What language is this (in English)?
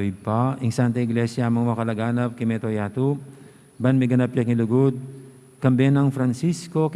Pampanga